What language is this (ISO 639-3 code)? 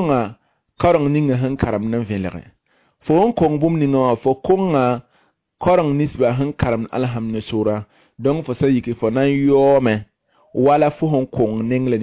mos